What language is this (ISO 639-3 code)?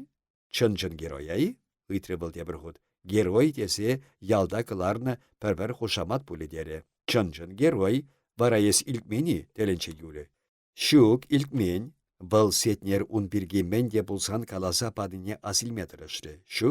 chv